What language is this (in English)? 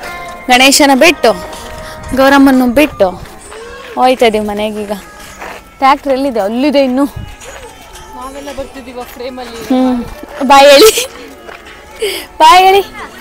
Kannada